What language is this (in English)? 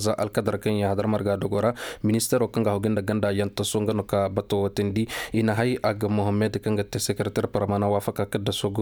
Koyraboro Senni